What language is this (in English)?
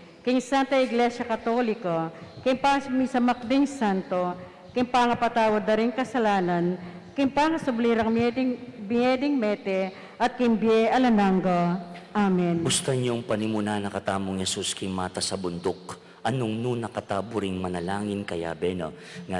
Pampanga